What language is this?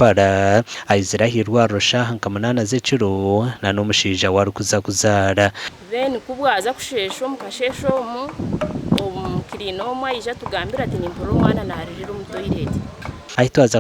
Nyankole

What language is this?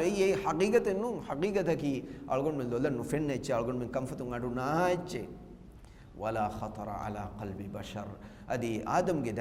Divehi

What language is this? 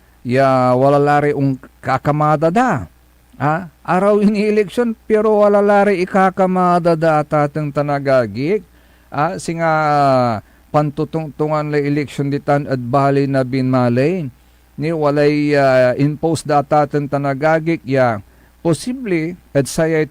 Pangasinan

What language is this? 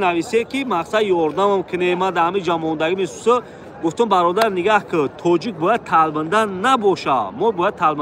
Tajik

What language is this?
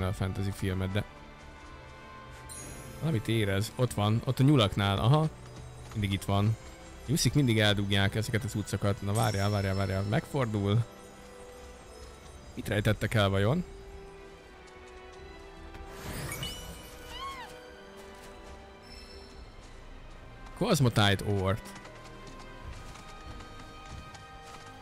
Hungarian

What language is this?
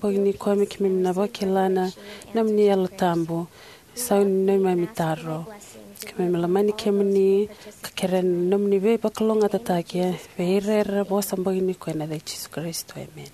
Fijian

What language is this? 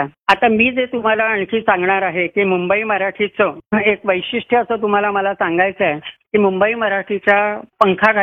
Marathi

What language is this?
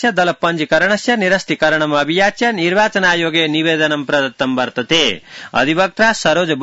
Sanskrit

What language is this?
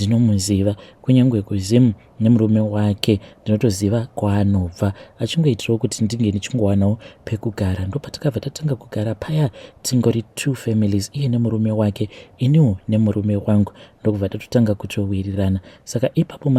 Shona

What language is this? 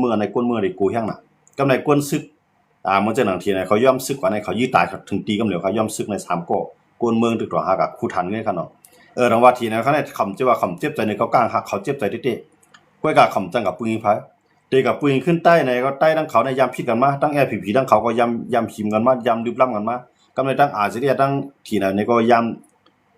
Shan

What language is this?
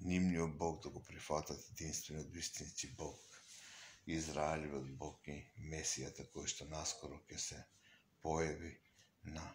Macedonian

